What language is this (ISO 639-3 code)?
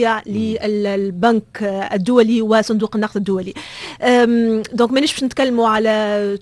aeb